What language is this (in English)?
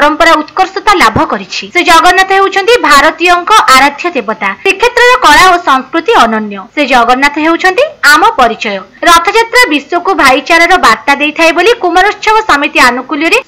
Odia